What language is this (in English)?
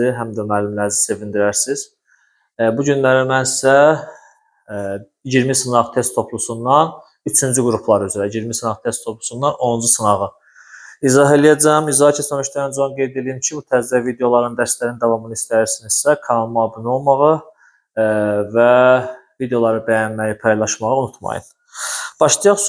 Azerbaijani